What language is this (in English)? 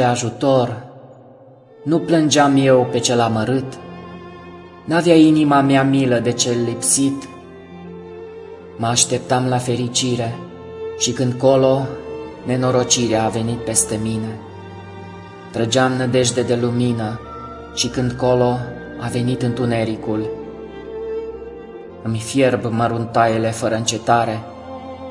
Romanian